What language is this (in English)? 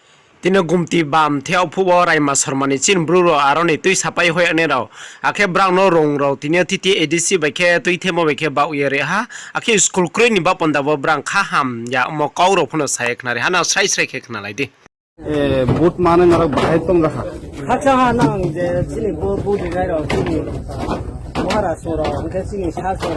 Riang (India)